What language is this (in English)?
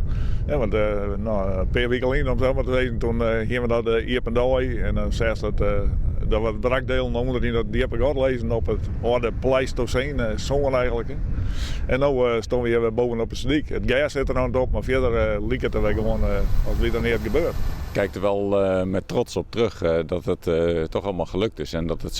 Western Frisian